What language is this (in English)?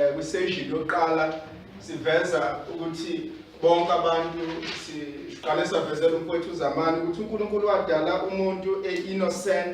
Zulu